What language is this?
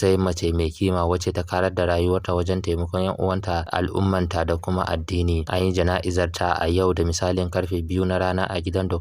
Hausa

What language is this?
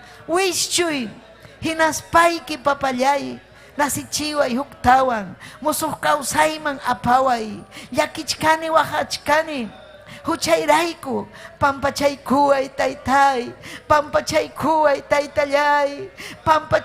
Ayacucho Quechua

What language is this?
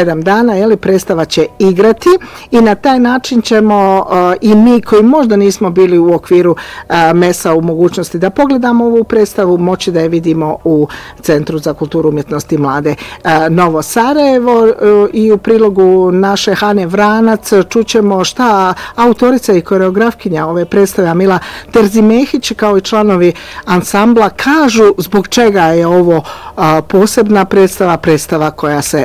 Bosnian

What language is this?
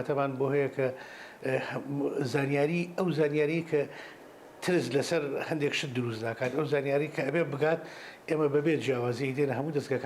Central Kurdish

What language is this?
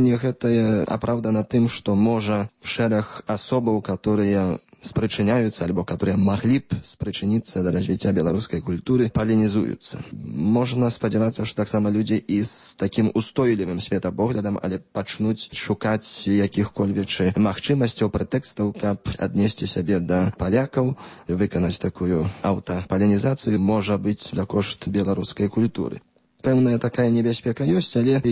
Belarusian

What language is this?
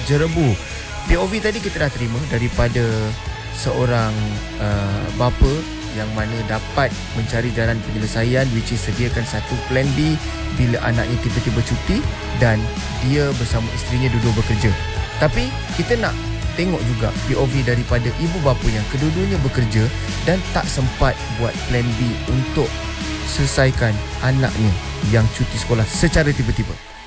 Malay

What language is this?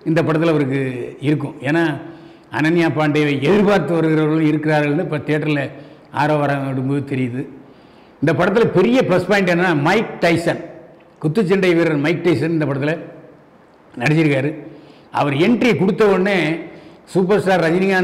Tamil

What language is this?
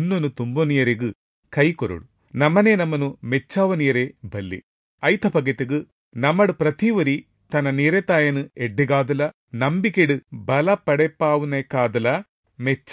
Tulu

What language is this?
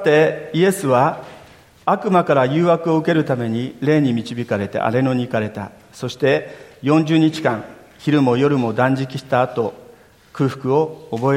Japanese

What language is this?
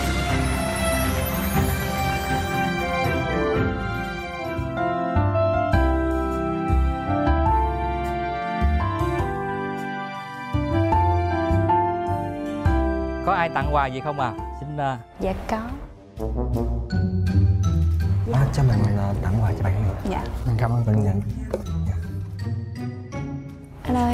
Vietnamese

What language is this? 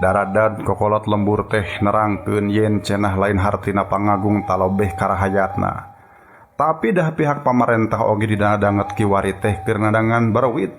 Sundanese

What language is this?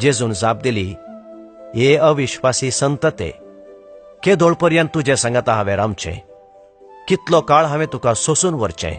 Konkani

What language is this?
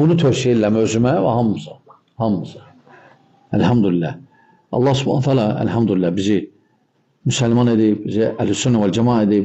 Azerbaijani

